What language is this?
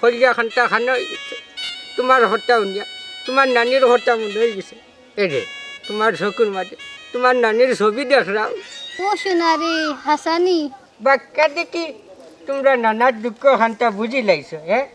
Sylheti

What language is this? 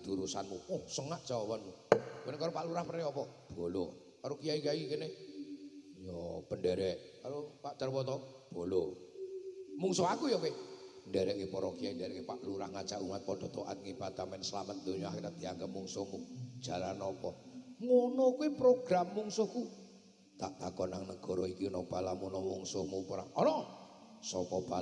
Javanese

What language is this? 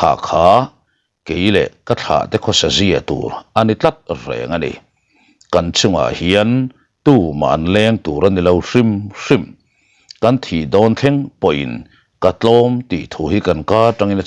Mizo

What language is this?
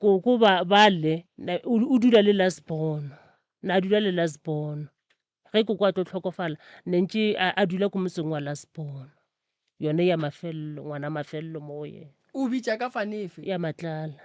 Northern Sotho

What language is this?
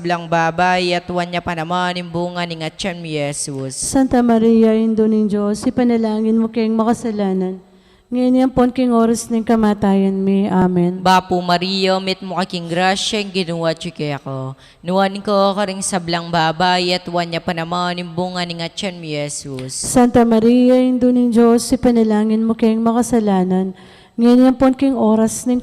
Pampanga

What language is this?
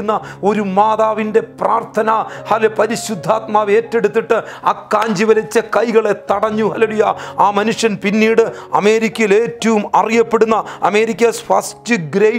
Malayalam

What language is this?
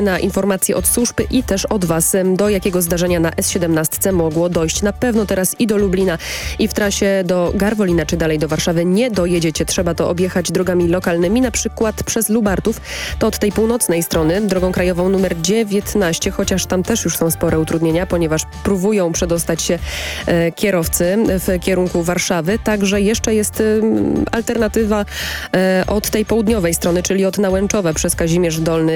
Polish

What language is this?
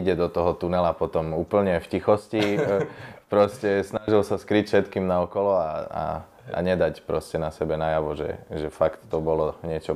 Slovak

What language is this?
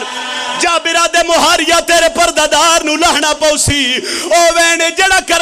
Pahari-Potwari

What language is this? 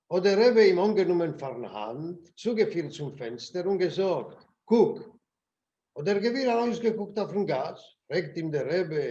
Yiddish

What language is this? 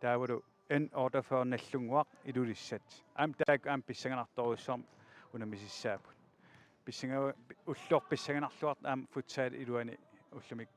Kalaallisut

